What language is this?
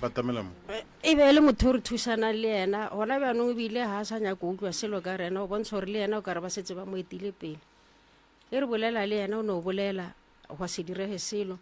Northern Sotho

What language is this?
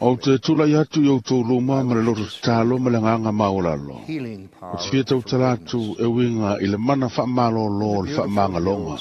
Samoan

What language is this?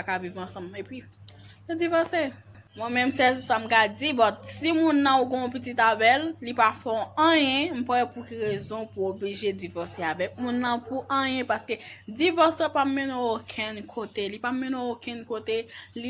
Haitian Creole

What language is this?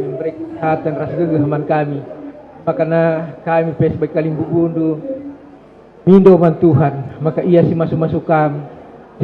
Batak Karo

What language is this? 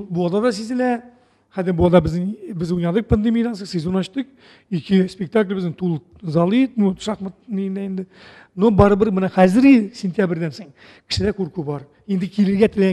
Tatar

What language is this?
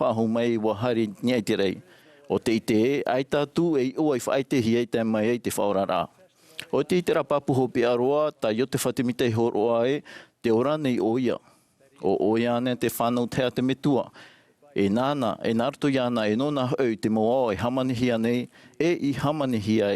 Tahitian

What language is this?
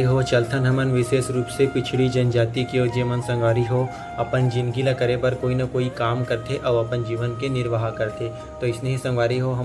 Chhattisgarhi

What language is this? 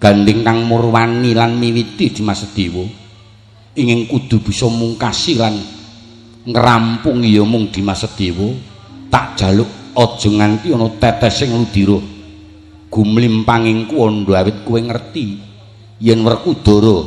Javanese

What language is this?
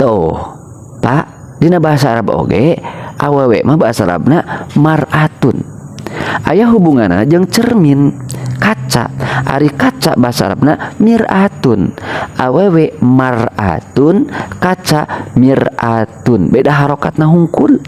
Sundanese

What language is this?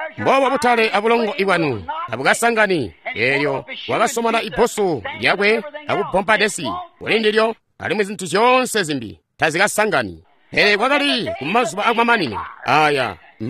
Tonga (Zambia)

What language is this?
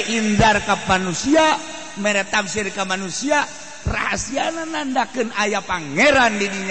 Sundanese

